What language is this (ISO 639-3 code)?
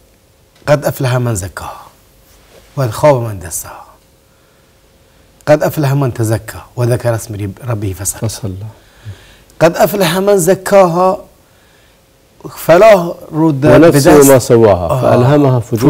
fas